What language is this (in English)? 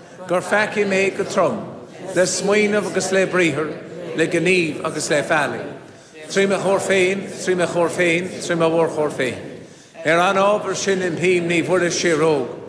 Irish